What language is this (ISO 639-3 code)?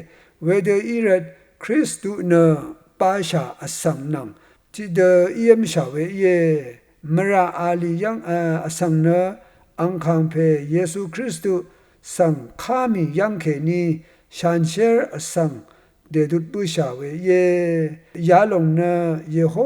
raw